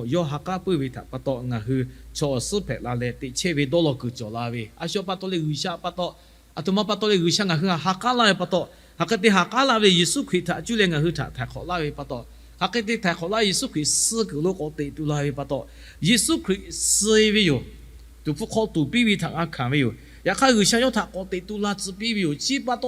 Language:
Lahu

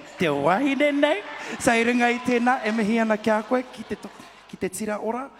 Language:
Māori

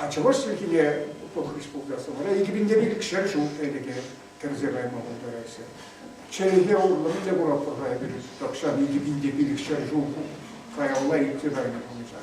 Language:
Chuvash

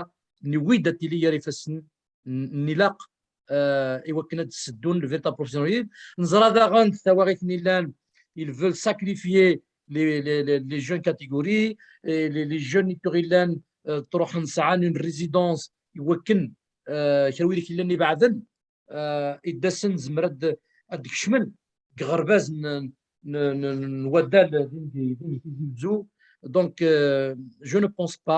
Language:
Kabyle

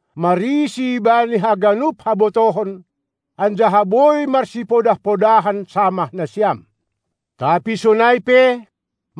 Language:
Batak Simalungun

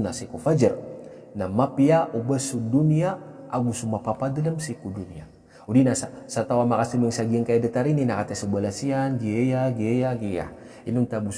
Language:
Maranao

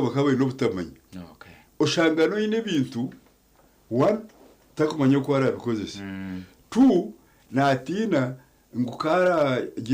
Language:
Nyankole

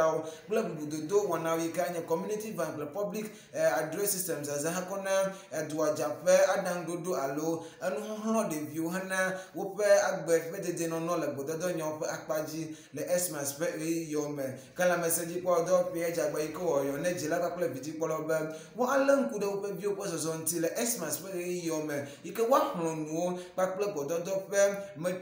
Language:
Ewe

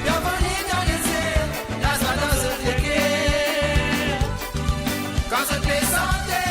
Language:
Morisyen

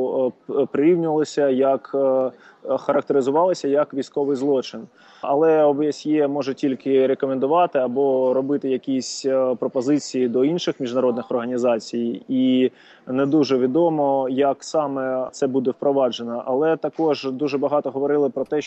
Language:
Ukrainian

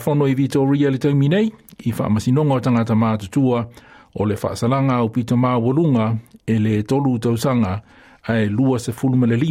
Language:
Samoan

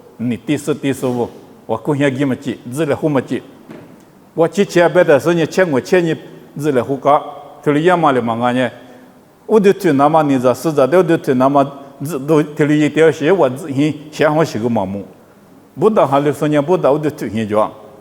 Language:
Lisu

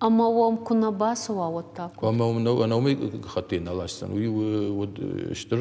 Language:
Ossetic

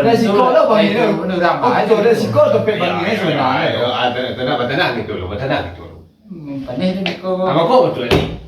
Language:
Minangkabau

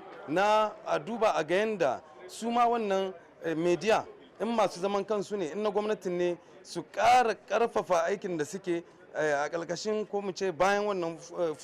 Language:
Hausa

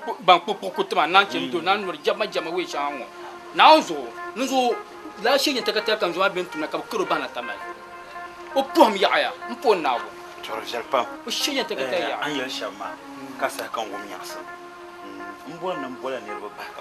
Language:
Dagbani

